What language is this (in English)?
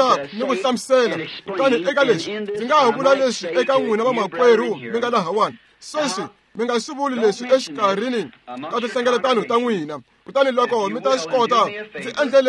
Tsonga